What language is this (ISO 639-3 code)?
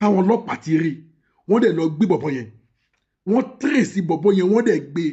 yor